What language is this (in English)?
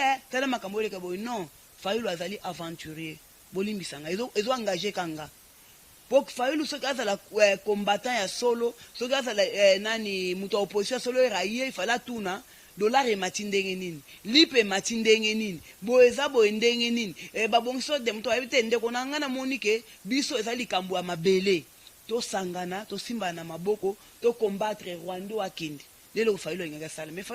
Lingala